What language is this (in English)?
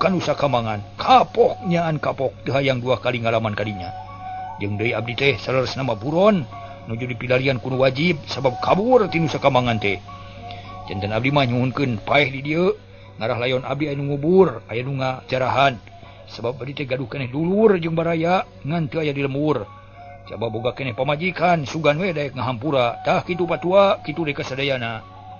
Sundanese